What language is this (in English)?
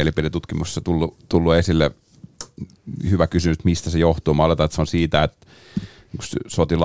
Finnish